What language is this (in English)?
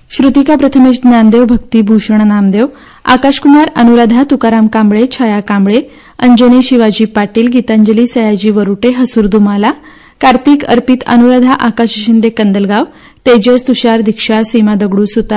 Marathi